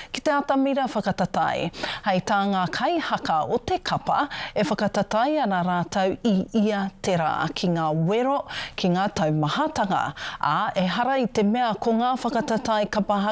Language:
Māori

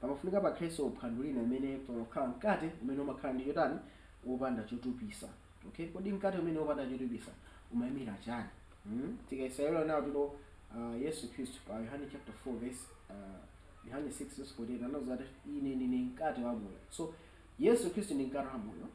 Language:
Nyanja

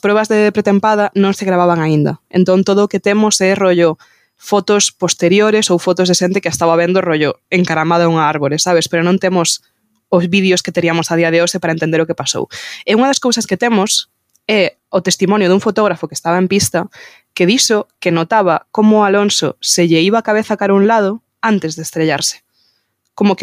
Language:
Galician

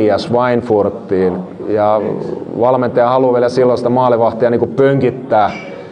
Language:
Finnish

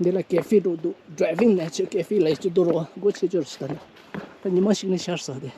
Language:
Tibetan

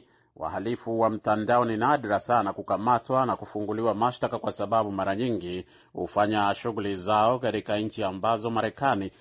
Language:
Swahili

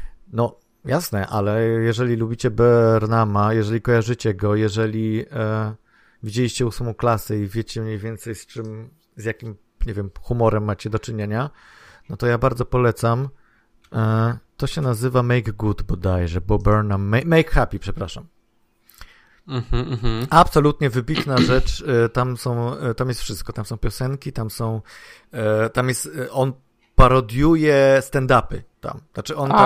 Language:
Polish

